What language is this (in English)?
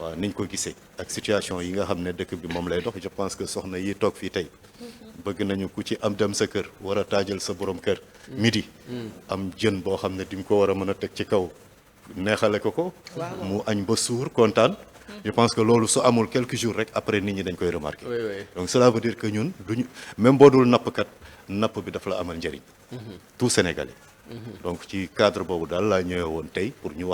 Wolof